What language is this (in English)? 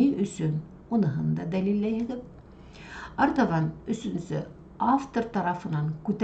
Bashkir